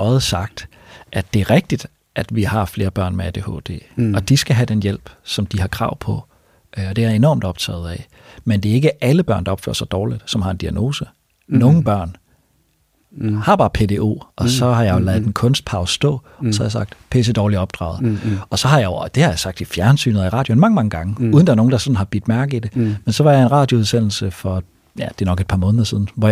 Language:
Danish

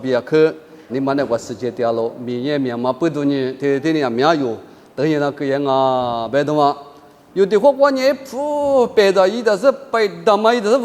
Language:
Lisu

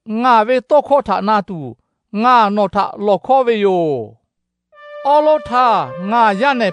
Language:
Lahu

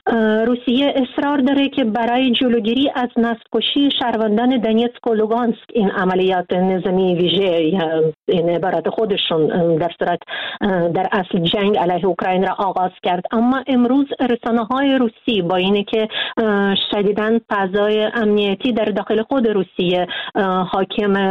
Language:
Persian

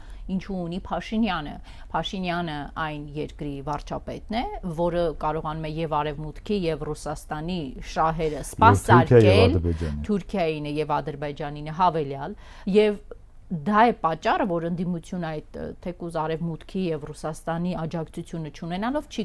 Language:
Armenian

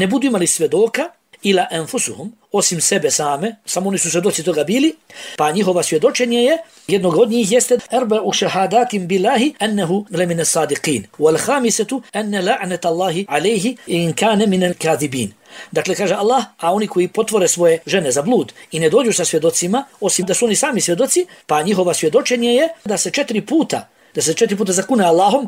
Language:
Bosnian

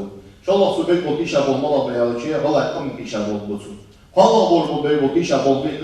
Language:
Ingush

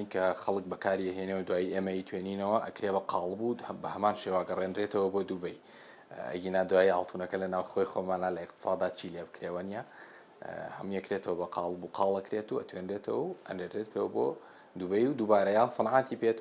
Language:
Central Kurdish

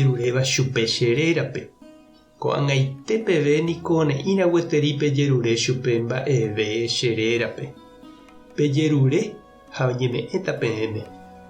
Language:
Guarani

